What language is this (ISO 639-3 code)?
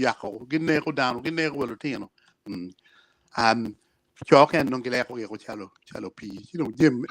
ach